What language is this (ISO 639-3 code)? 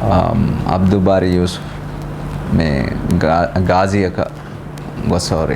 div